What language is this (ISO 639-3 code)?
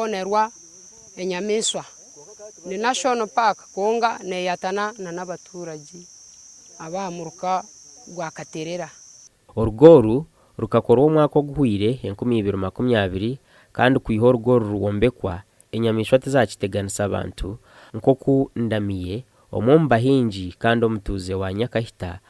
nyn